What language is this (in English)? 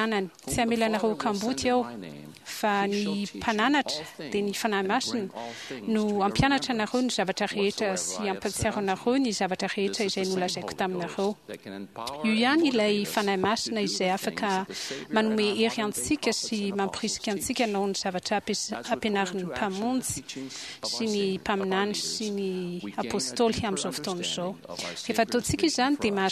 Malagasy